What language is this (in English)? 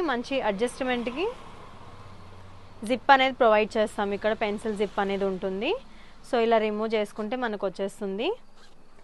Telugu